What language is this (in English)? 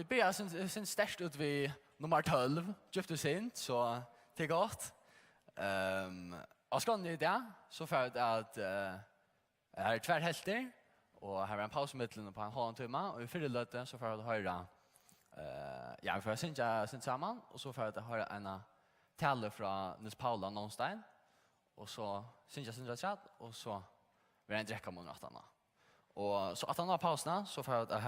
Faroese